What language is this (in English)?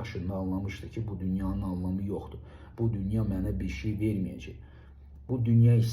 Azerbaijani